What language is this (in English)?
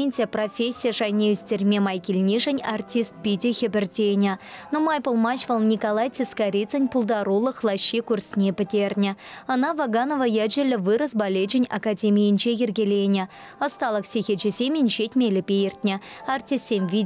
Chuvash